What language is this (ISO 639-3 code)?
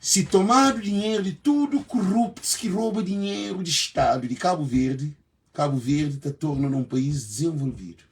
kea